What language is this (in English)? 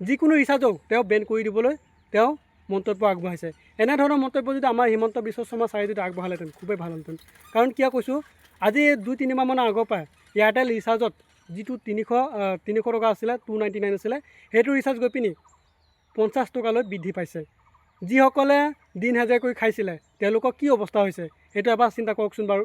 Assamese